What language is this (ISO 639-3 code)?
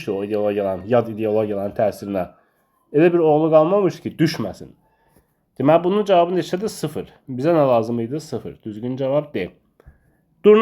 aze